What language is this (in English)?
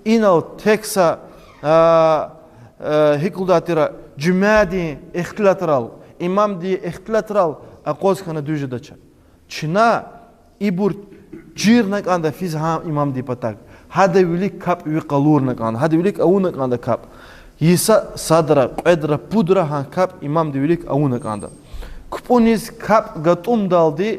Lezghian